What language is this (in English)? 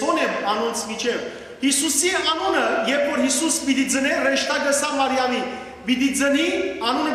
Western Armenian